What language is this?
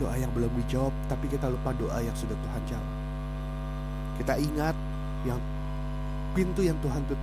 Indonesian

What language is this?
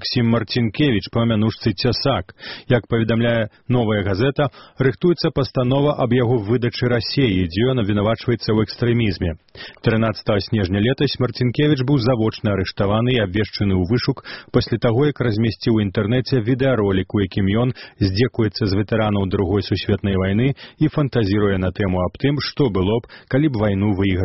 Belarusian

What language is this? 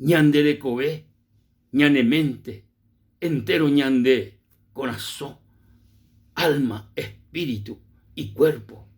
Guarani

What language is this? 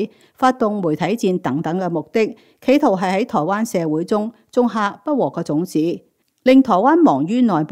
Cantonese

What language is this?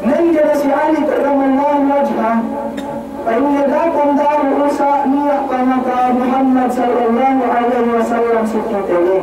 Yakan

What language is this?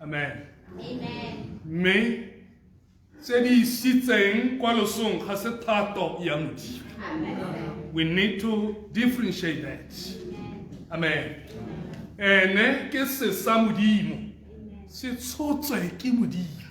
Tswana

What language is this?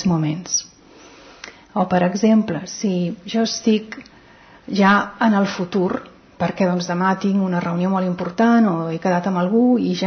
Catalan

